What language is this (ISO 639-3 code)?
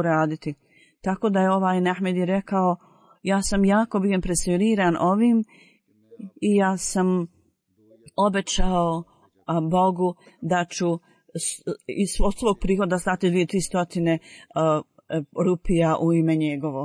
bos